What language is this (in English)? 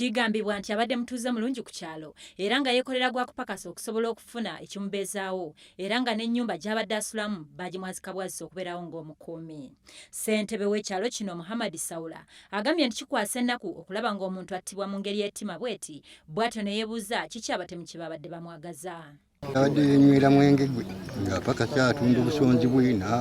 Ganda